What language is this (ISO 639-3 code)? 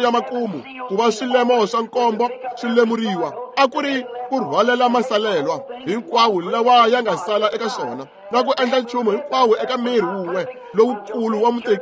tso